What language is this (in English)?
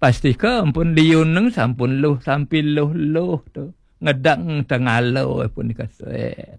Balinese